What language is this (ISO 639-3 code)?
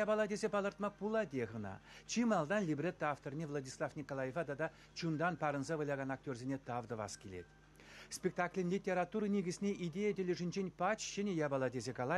chv